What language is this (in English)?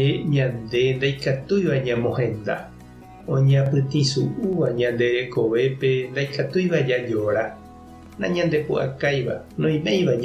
Guarani